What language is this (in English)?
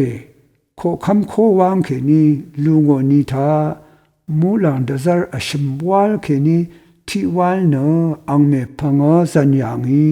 Rawang